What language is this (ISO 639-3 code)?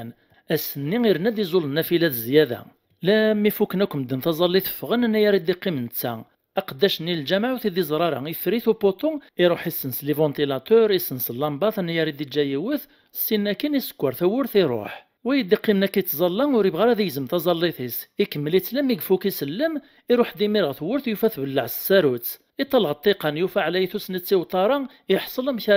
kab